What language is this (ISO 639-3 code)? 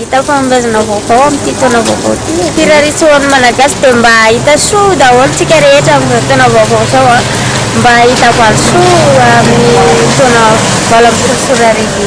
mlg